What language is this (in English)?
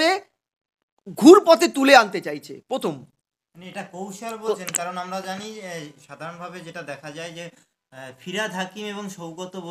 Bangla